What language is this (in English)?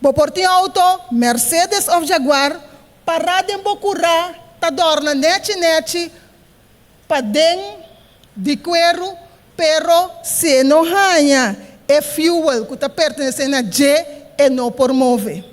Papiamento